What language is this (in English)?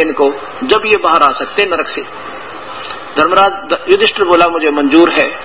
Hindi